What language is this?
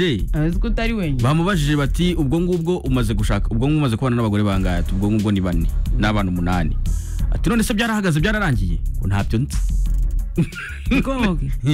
Kinyarwanda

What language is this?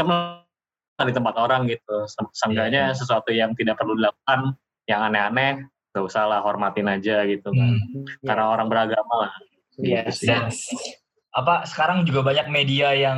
Indonesian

